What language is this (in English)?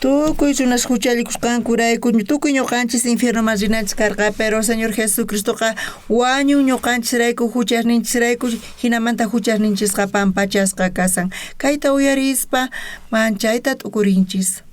South Bolivian Quechua